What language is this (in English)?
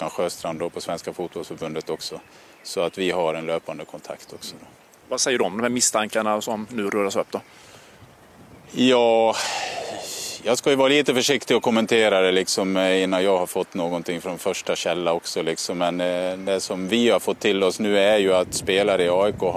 Swedish